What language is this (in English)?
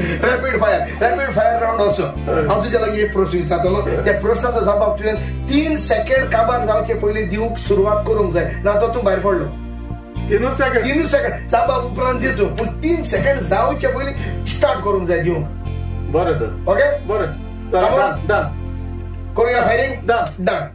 Konkani